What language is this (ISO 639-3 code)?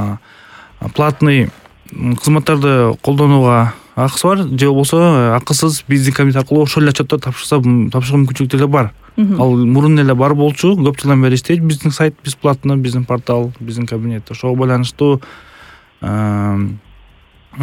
kir